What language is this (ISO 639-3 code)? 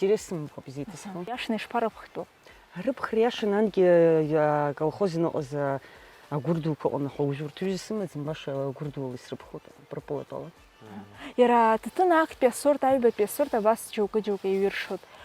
abk